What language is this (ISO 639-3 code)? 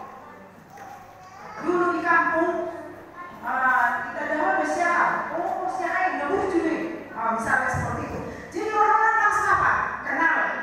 ind